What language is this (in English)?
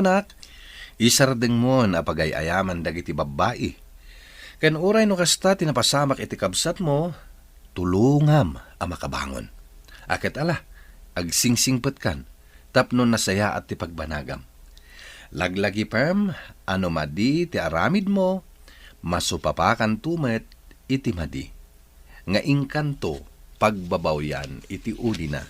Iloko